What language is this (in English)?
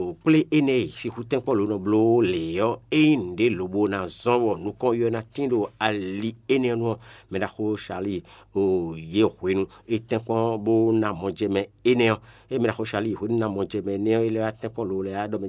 Fon